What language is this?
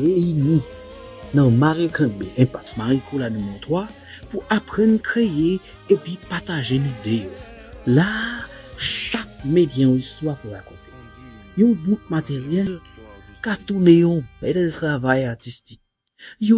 Haitian Creole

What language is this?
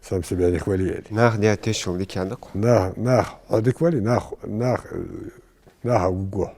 Ingush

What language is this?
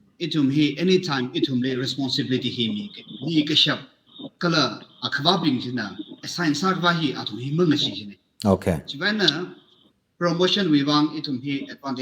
Tangkhul Naga (India)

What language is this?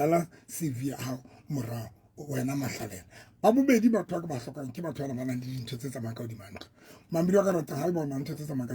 Southern Sotho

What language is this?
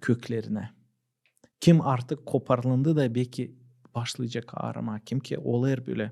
Gagauz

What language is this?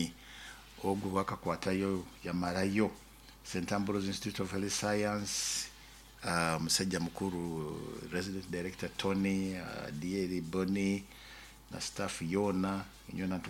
Nyoro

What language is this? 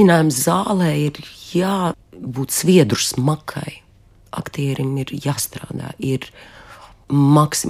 Latvian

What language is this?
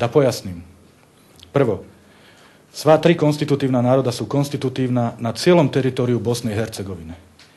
Bosnian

